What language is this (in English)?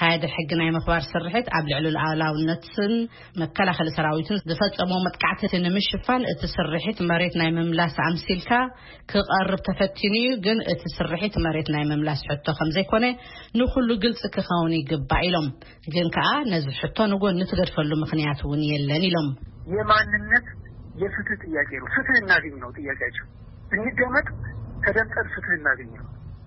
Tigrinya